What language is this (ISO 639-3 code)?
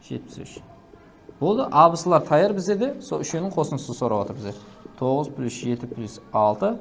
kaa